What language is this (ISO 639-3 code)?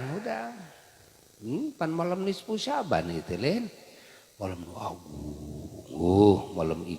sun